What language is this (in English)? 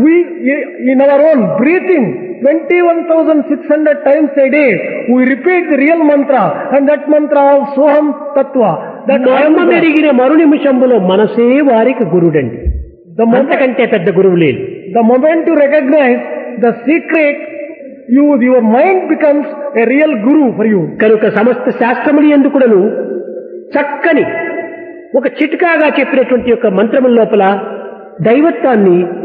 Telugu